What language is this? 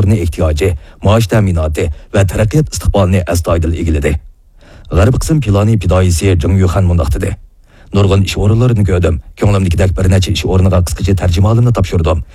Uyghur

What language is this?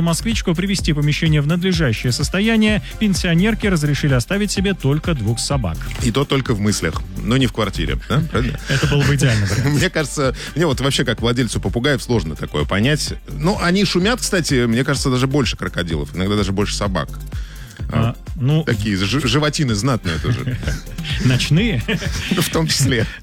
Russian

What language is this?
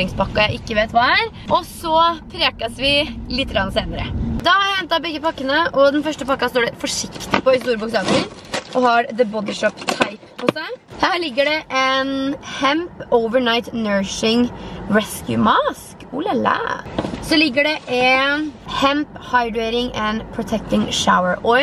Norwegian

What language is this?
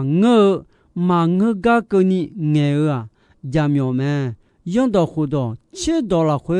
Akha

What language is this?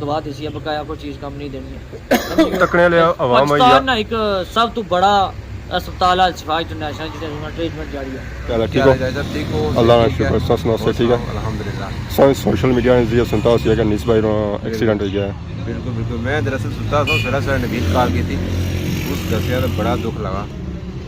Pahari-Potwari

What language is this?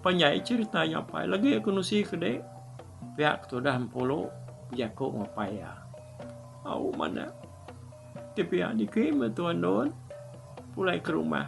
Iban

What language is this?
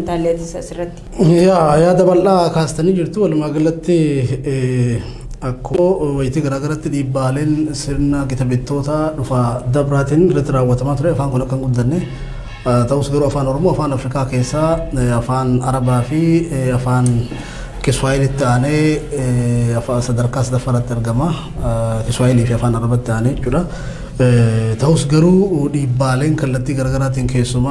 Oromo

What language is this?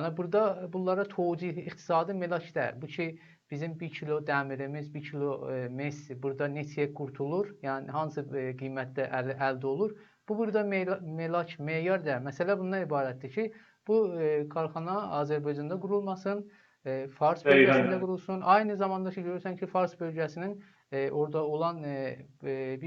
South Azerbaijani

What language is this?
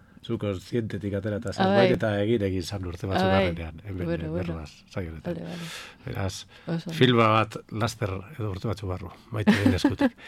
Basque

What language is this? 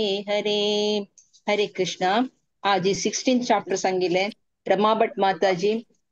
Konkani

